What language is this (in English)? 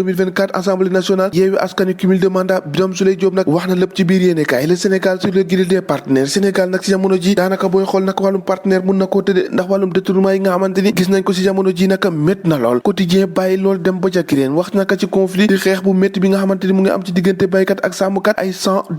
Wolof